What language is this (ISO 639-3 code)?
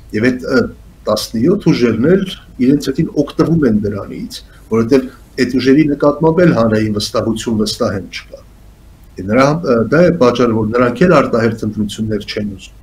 hye